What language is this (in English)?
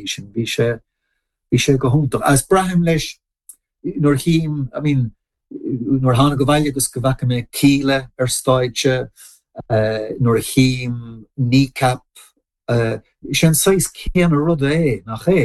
Irish